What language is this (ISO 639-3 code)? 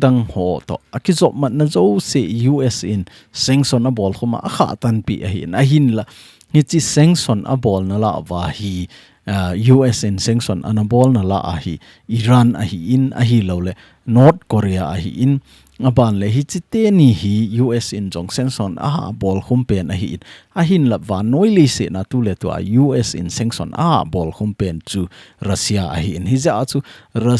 tcz